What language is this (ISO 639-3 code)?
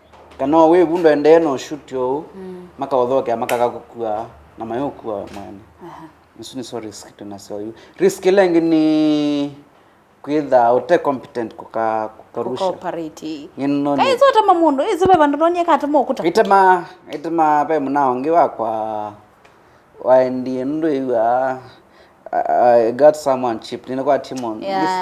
kam